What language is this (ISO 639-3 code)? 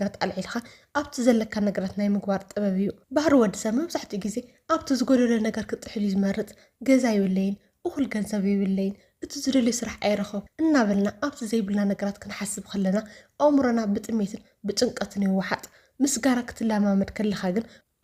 tir